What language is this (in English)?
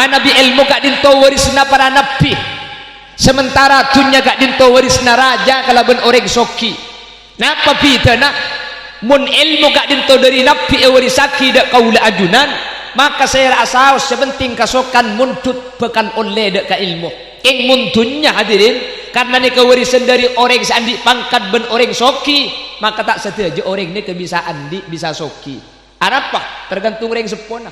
Madurese